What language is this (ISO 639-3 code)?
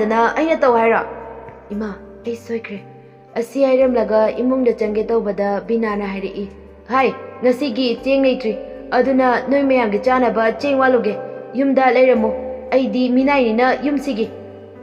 mni